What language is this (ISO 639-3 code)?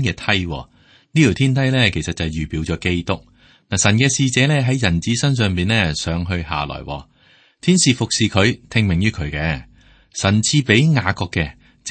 yue